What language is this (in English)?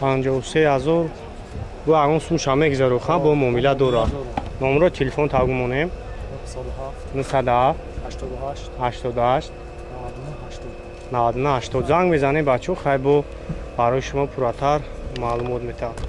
Tajik